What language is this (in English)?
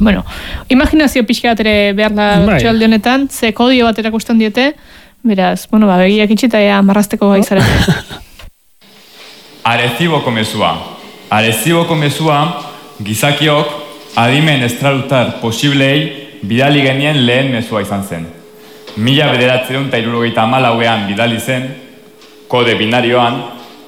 Basque